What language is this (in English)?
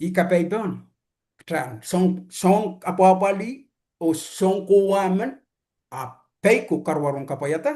Pohnpeian